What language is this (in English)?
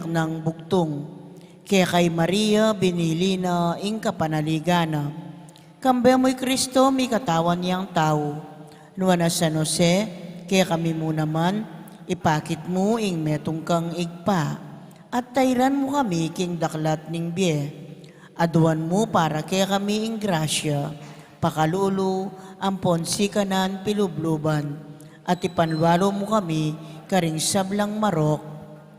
Pampanga